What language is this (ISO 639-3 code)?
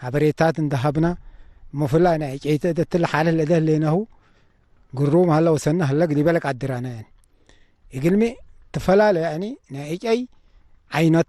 tig